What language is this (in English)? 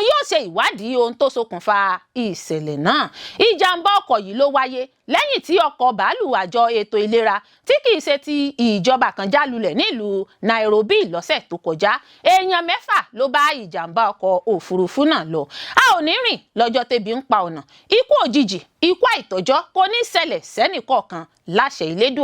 Yoruba